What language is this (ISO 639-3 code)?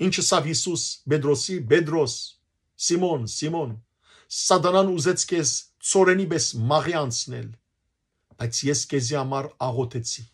hyw